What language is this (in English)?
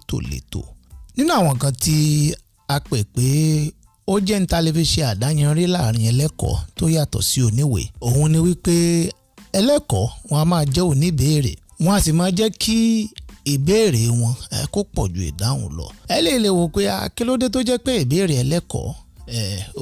Yoruba